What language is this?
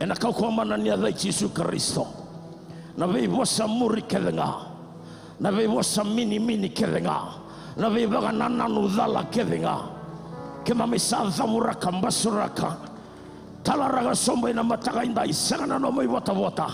Fijian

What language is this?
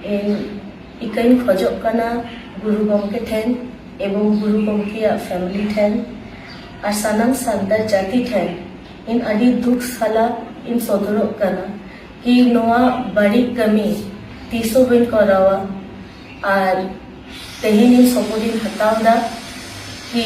Santali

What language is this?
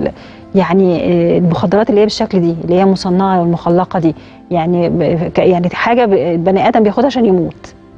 Egyptian Arabic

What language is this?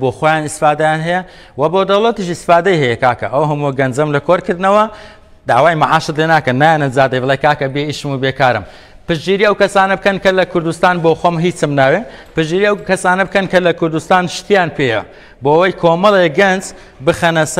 Central Kurdish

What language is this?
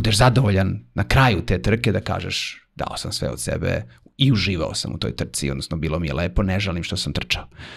Serbian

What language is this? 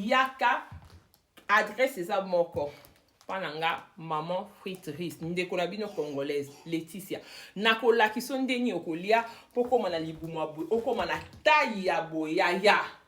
Lingala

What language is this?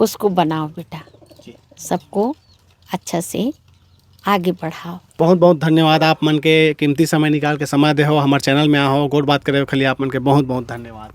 Chhattisgarhi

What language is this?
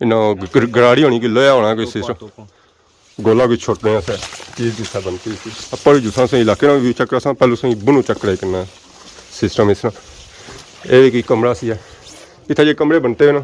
Pahari-Potwari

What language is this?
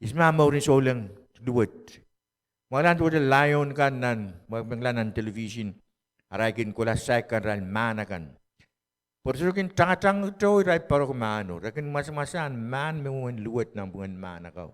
Pohnpeian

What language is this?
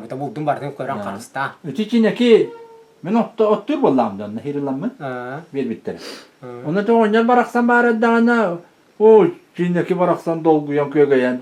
Yakut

